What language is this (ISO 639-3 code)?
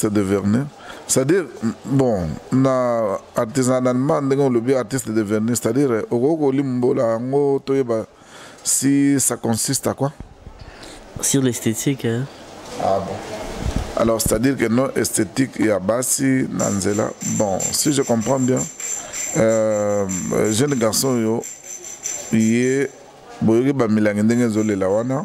lin